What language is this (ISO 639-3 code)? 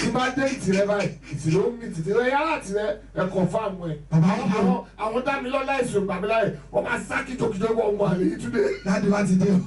yor